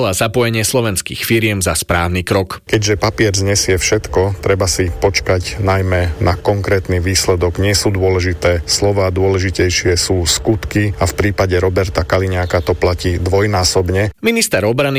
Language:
Slovak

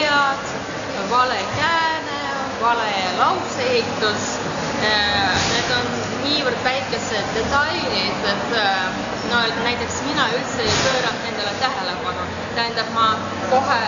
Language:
Estonian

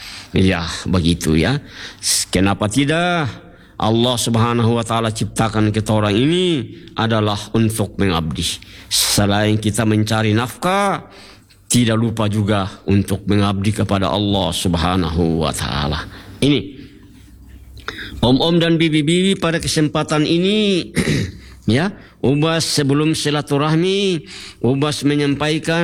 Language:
Indonesian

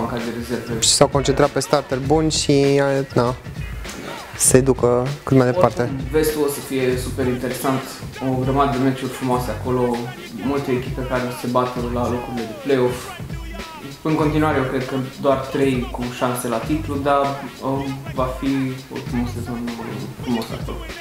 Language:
Romanian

